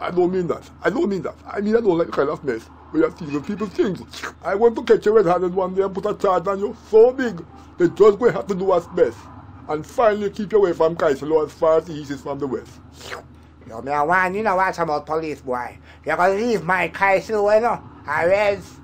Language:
Jamaican Creole English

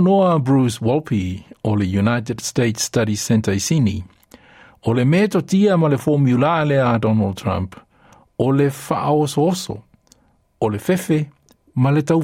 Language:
Samoan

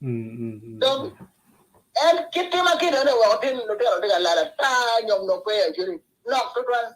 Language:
Acoli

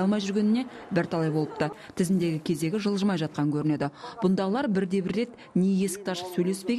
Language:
Kazakh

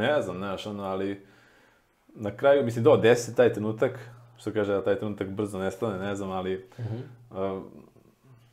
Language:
Serbian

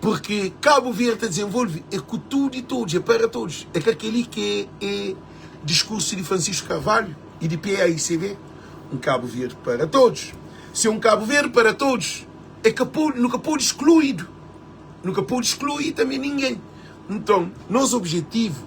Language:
Kabuverdianu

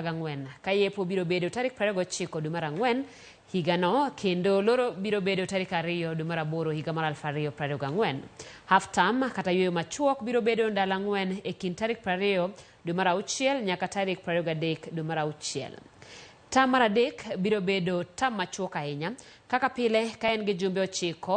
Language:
Luo (Kenya and Tanzania)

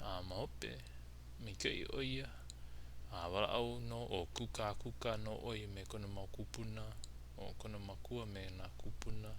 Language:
Hawaiian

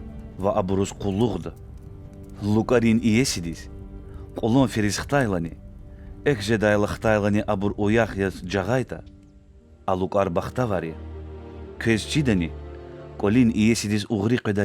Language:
Lezghian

